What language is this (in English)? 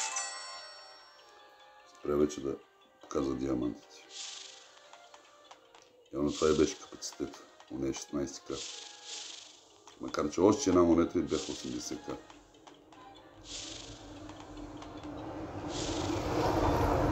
Bulgarian